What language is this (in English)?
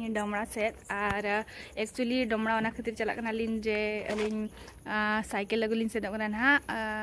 Santali